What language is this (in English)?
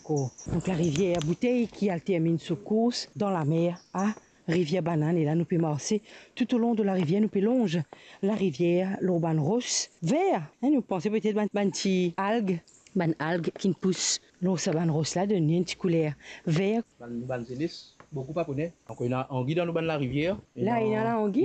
Morisyen